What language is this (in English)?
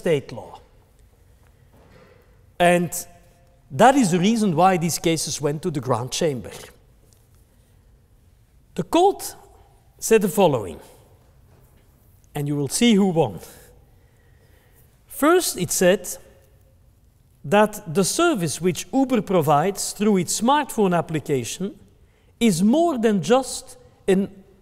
English